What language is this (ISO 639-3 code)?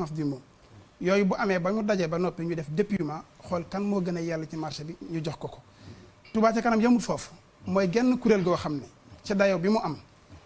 wol